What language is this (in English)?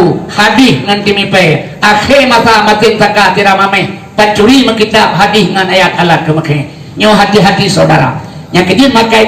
Achinese